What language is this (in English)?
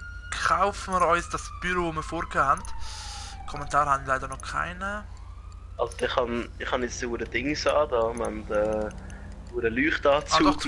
Swiss German